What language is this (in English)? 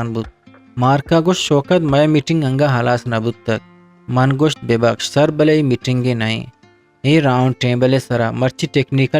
Eastern Balochi